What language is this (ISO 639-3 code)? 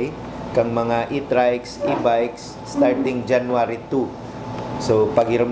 bik